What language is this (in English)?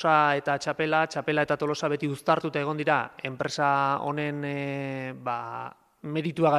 Basque